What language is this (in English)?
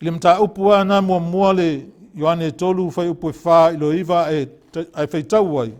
Samoan